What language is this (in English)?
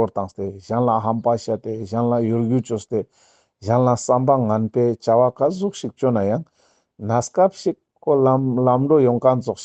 Ladakhi